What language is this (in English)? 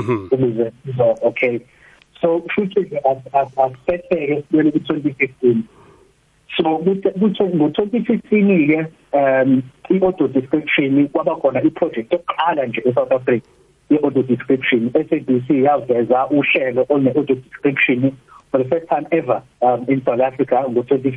South Ndebele